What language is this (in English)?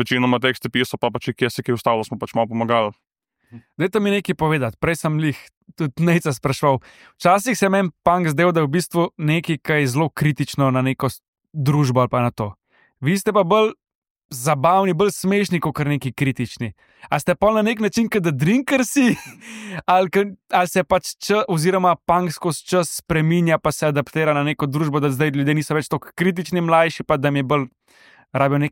Slovenian